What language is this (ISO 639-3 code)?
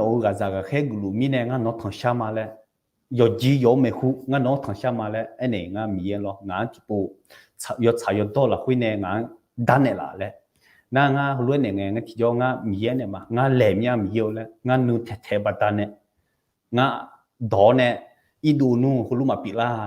ahk